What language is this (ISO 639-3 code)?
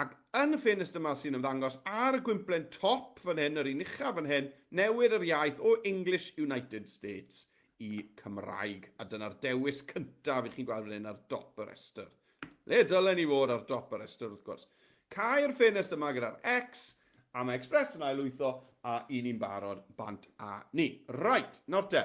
cym